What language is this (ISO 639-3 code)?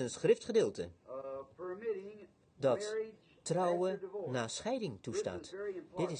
nld